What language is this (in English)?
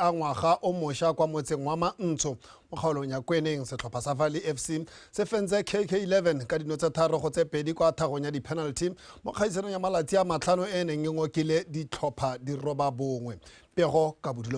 Tswana